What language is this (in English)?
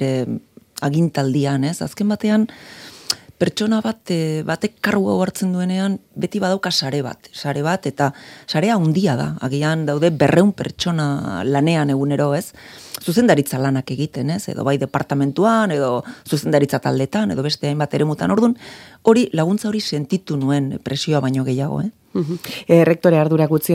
Basque